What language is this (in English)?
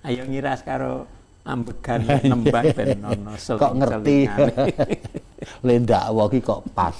Javanese